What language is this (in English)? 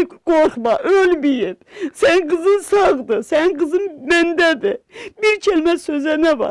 Azerbaijani